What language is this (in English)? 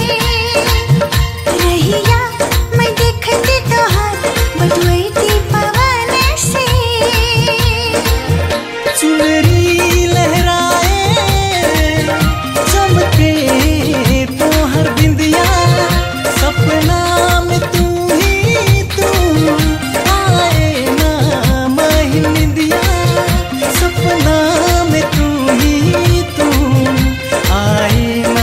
Bhojpuri